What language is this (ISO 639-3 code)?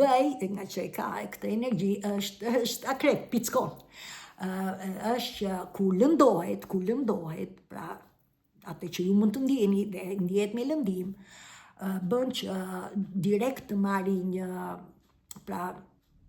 sqi